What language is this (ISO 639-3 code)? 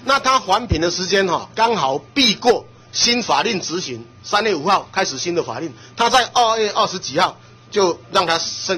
zho